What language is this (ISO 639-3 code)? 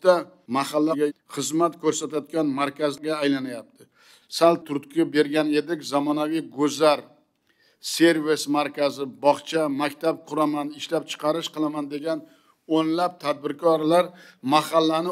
uzb